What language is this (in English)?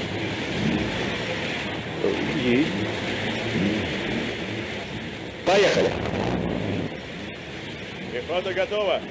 Russian